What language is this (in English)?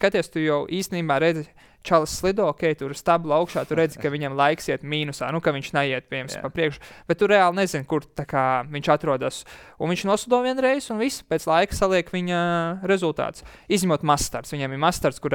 Latvian